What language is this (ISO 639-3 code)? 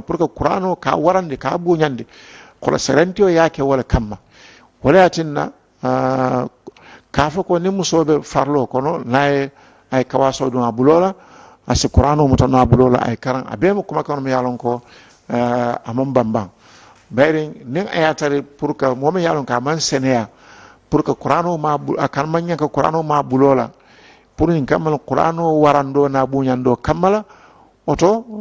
man